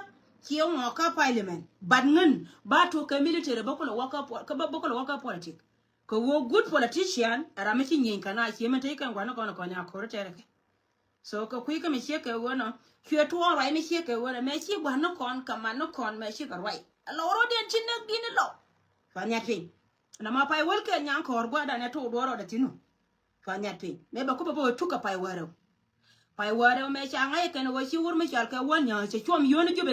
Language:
Nuer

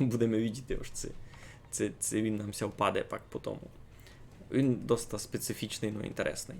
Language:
Rusyn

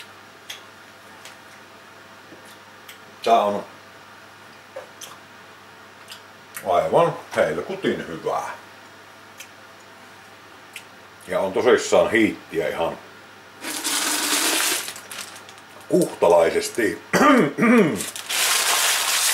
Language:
Finnish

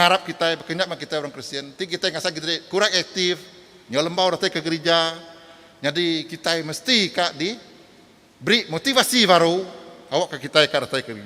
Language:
Iban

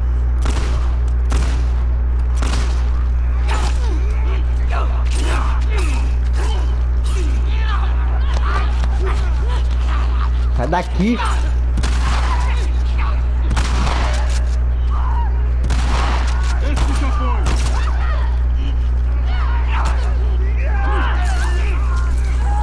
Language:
Portuguese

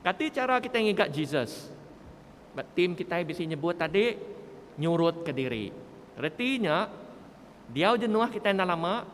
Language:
Iban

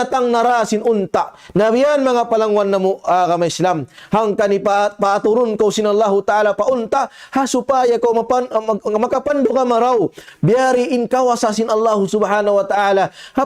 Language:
Tausug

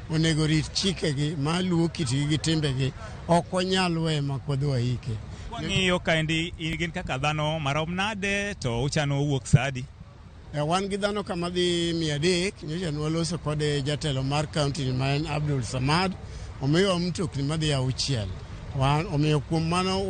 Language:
Luo (Kenya and Tanzania)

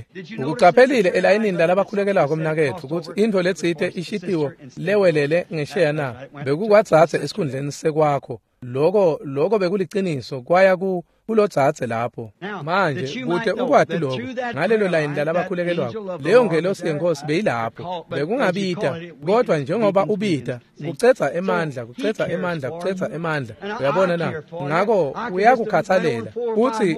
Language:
Swati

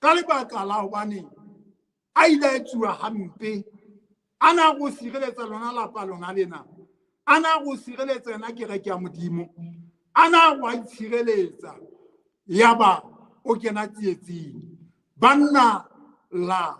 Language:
Southern Sotho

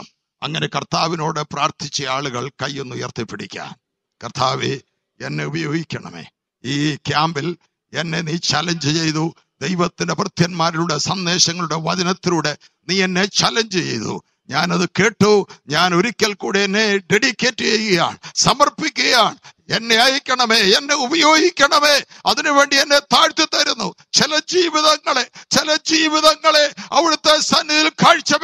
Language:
Malayalam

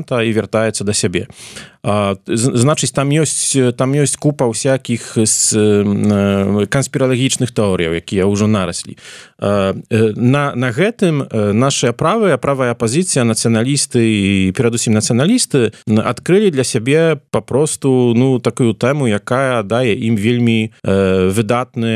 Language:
Belarusian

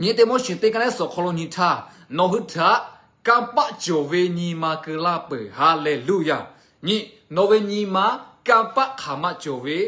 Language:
Lahu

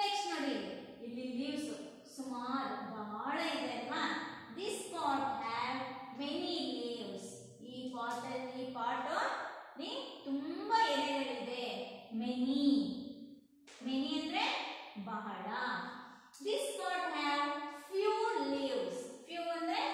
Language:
Kannada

